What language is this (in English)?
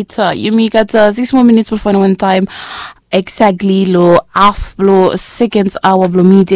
Bislama